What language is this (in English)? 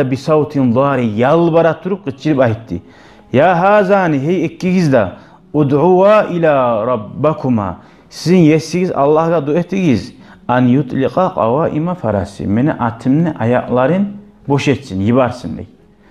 Kumyk